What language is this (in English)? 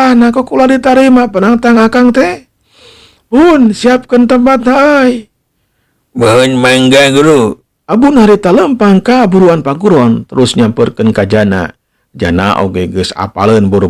Sundanese